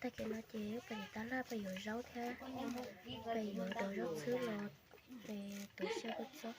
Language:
Hmong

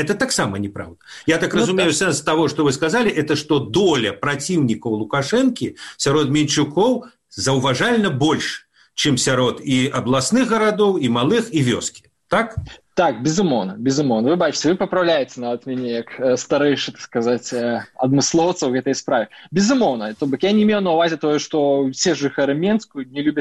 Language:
Belarusian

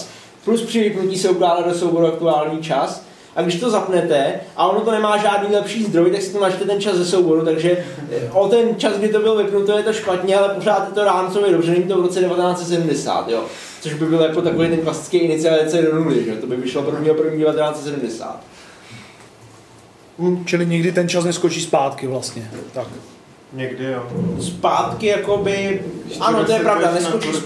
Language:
Czech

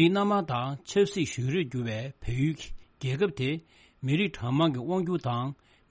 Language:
Tibetan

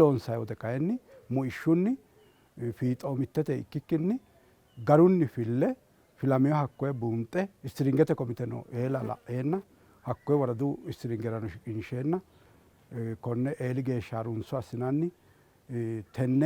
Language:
Sidamo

